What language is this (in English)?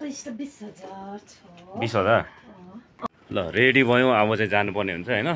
Nepali